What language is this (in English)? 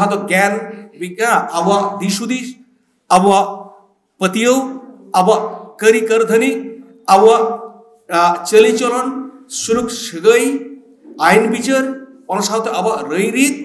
Santali